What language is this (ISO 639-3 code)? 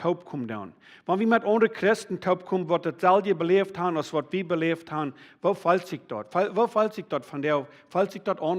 pdt